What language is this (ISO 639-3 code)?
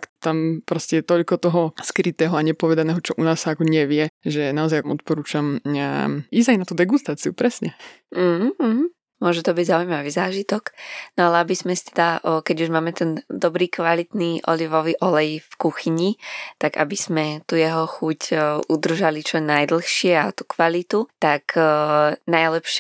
slk